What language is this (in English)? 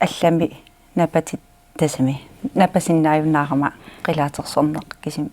Kalaallisut